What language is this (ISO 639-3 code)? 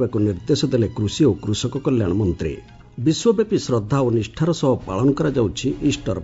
ori